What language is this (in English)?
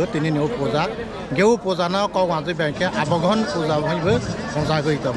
Kok Borok